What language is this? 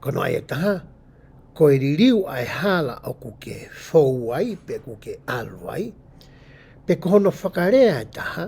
Tongan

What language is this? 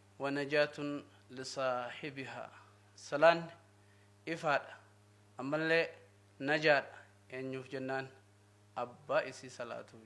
Oromo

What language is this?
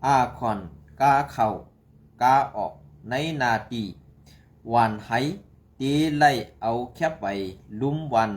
Shan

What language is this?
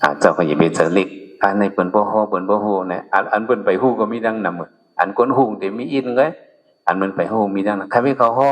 Shan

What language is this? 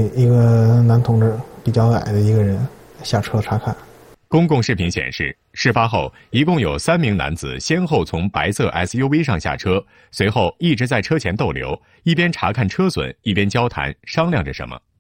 Chinese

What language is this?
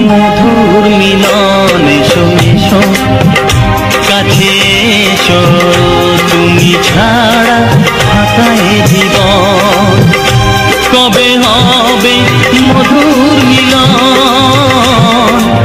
Bangla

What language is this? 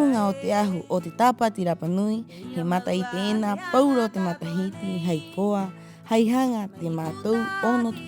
Rapanui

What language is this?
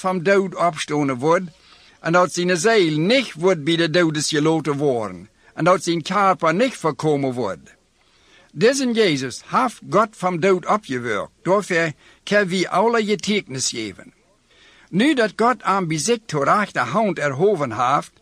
Plautdietsch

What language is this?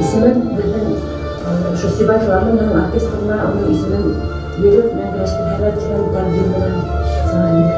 Bashkir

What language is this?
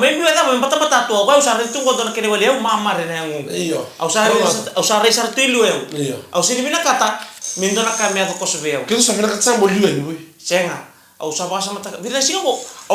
Fijian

